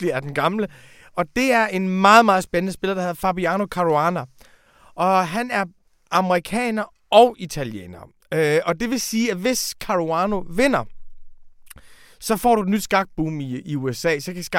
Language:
Danish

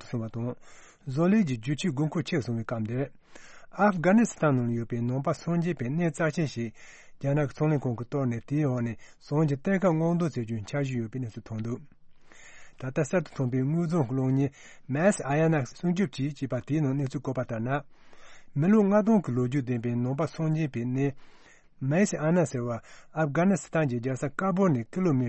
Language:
Tibetan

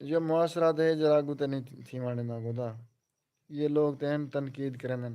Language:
Saraiki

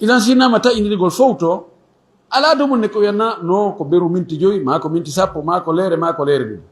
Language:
Fula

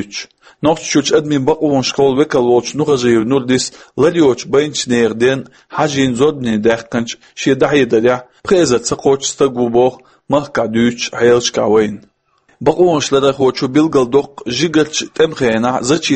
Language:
Chechen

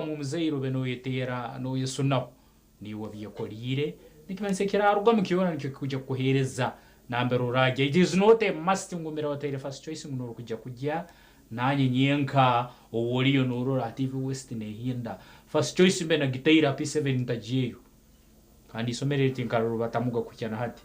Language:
Nyankole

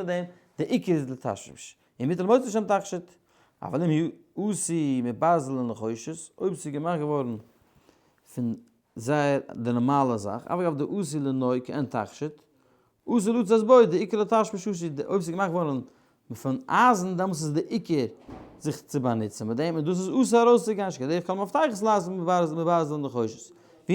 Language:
Yiddish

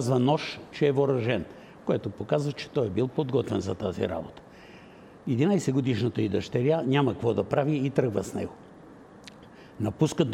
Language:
Bulgarian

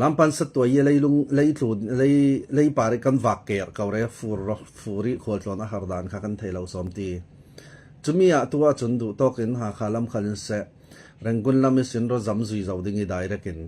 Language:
Falam Chin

